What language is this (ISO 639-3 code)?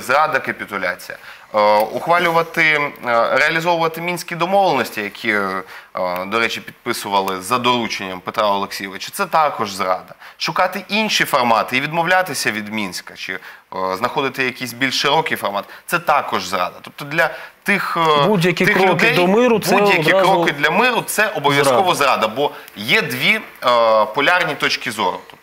ukr